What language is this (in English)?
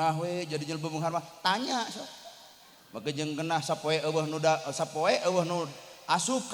Sundanese